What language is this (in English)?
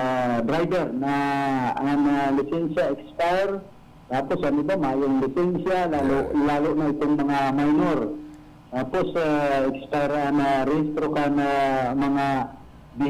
Bikol